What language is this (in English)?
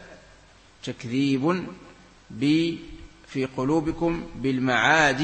Arabic